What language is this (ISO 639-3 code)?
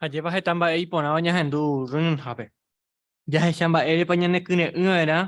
grn